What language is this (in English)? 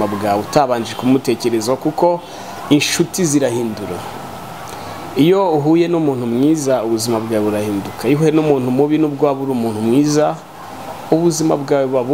Kinyarwanda